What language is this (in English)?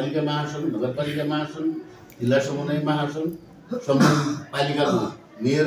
Nepali